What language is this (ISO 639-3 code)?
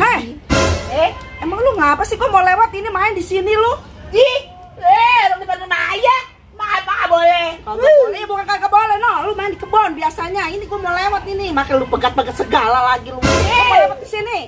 bew